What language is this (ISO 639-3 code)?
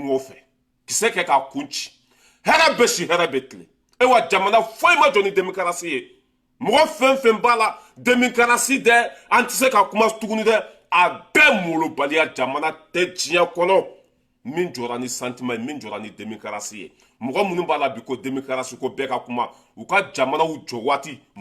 bam